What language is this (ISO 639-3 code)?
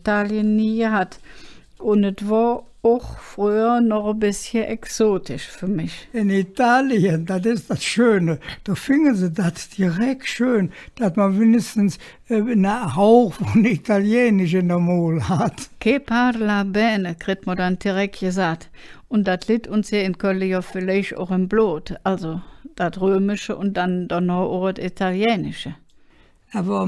ksh